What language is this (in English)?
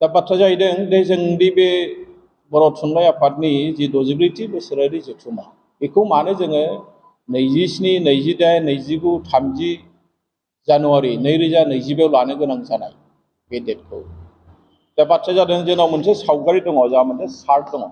Bodo